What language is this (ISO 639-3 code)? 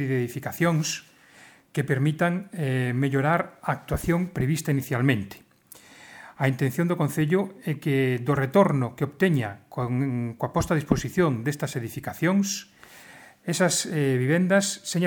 glg